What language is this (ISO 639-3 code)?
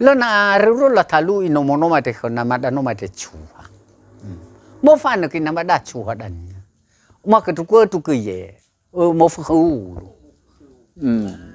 nia